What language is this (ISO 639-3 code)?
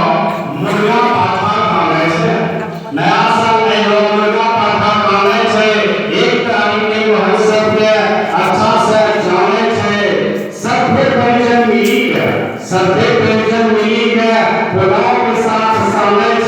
anp